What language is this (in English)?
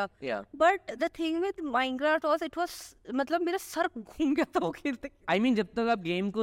Hindi